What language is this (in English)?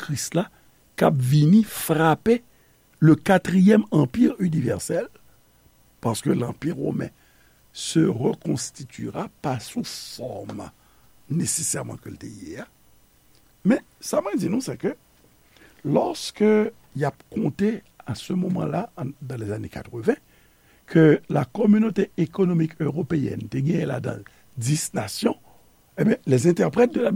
Haitian Creole